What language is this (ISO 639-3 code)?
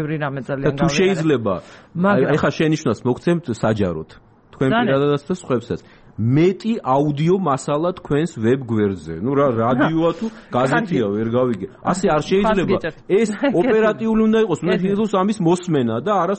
kat